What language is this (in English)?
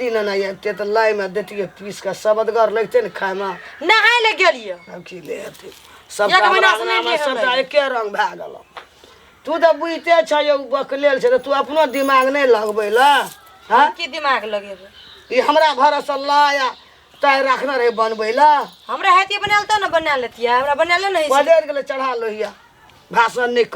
Maithili